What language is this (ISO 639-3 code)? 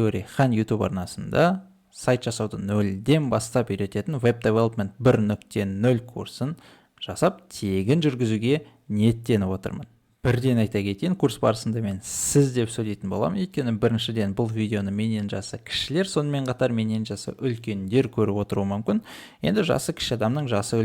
kaz